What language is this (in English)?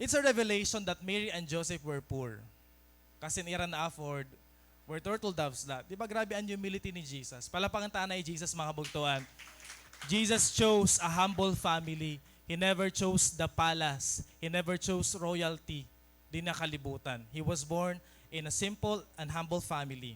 Waray